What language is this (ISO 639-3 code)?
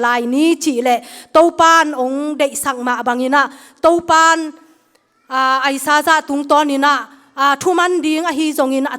ctd